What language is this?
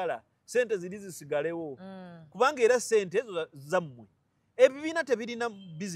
Ganda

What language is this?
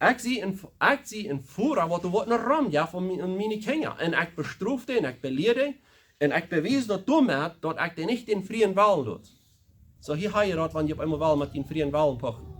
Plautdietsch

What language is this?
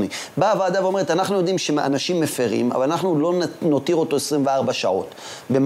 Hebrew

